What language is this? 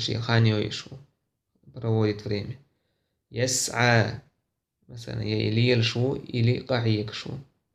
Chechen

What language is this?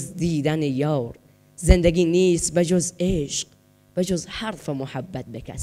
Persian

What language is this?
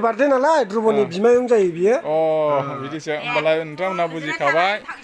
Bodo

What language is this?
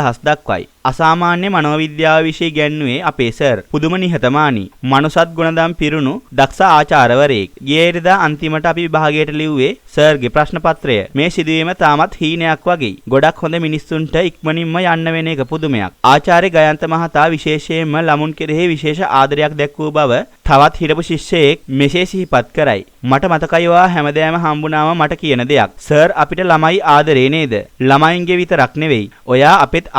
Sinhala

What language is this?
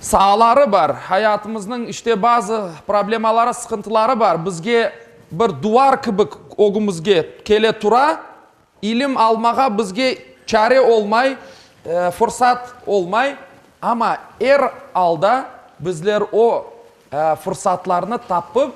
Crimean Tatar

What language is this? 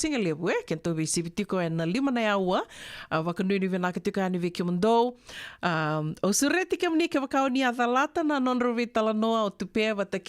Fijian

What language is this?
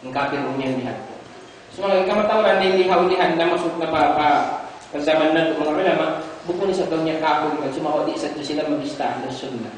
Tausug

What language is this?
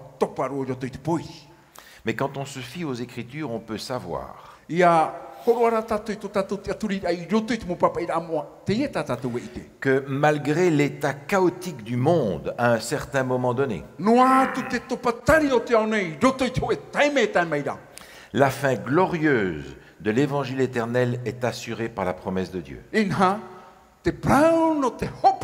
Tahitian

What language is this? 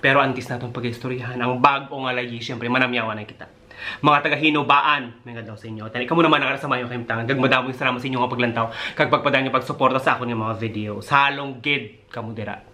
Hiligaynon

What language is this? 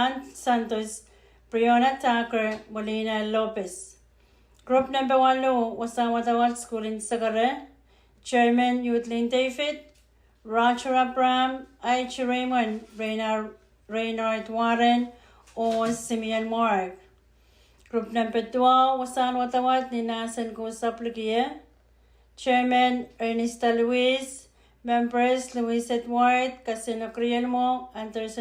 Pohnpeian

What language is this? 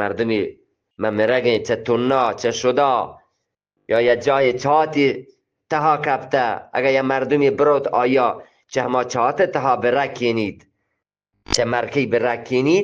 Eastern Balochi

